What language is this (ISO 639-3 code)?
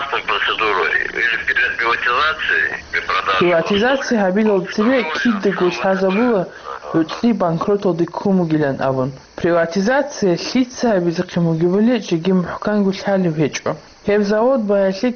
ava